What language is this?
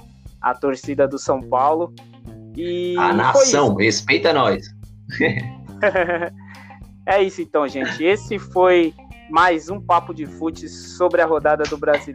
Portuguese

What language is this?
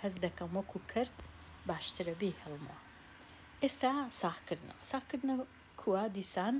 Central Kurdish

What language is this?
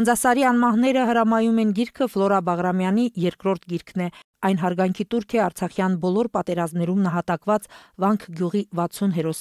Armenian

